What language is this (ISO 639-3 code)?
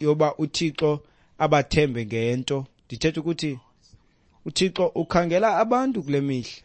xho